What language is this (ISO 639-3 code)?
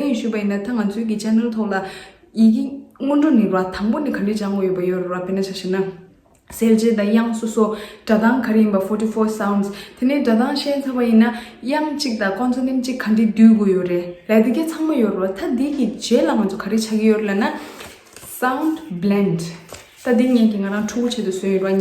bod